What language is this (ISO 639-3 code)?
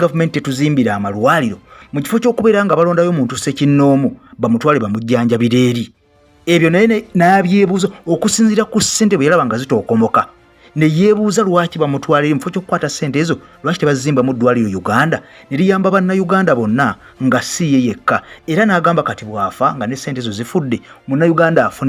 lug